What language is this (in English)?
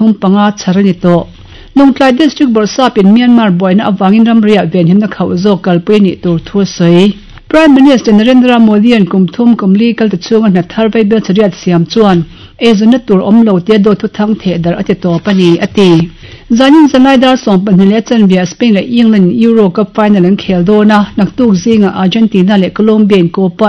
Mizo